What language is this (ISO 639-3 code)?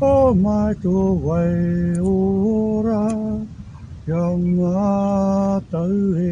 mri